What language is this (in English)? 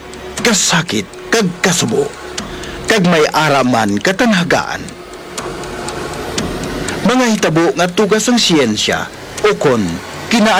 Hiligaynon